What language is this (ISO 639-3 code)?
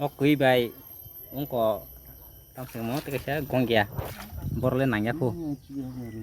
trp